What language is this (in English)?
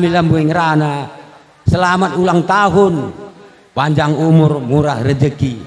Batak Karo